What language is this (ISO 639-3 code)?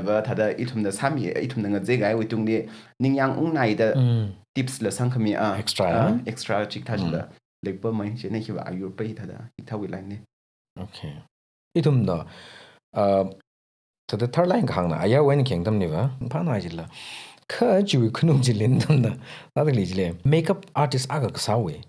nmf